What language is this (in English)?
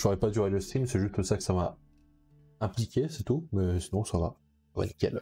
French